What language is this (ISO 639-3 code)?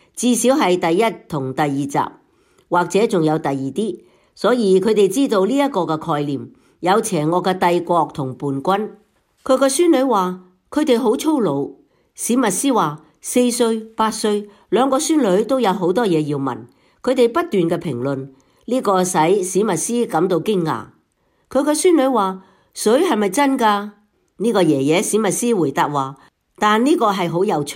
yue